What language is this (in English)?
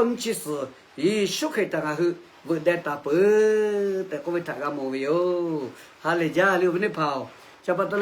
Lahu